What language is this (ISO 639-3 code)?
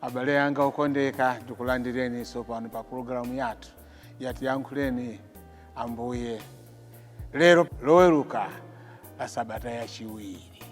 nya